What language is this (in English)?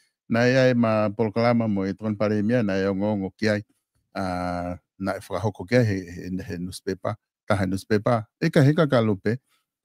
Tongan